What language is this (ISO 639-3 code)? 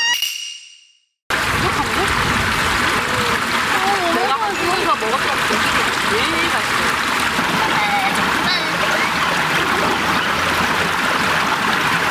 kor